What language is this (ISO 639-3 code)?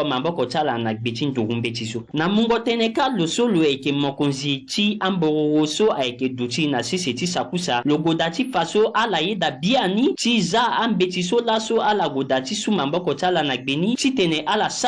sag